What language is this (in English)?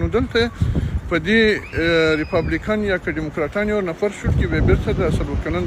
Pashto